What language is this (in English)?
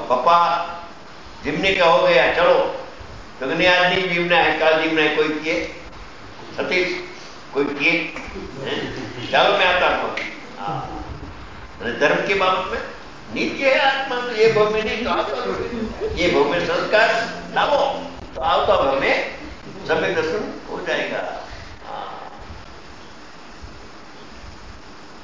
Gujarati